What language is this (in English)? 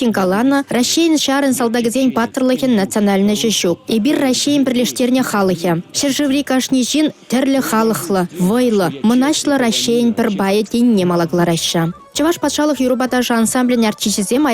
Chuvash